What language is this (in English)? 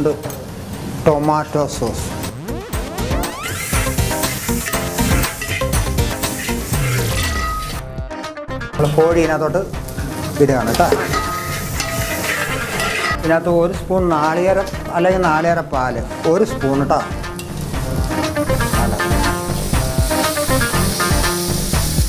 Malayalam